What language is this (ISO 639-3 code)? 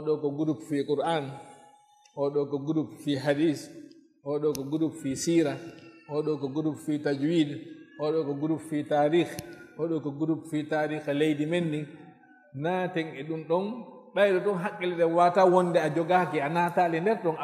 ful